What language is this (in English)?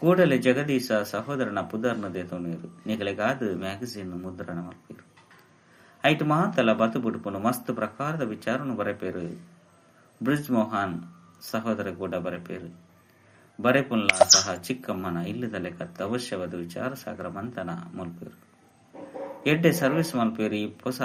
Tulu